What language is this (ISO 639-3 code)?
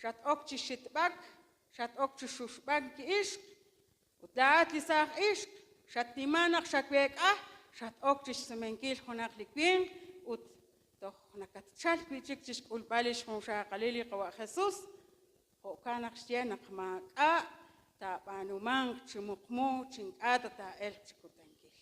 kek